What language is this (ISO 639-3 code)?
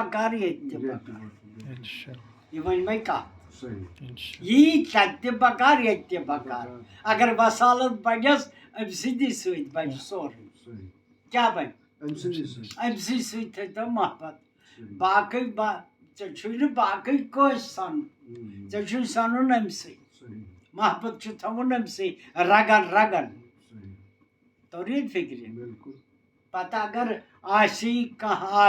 kas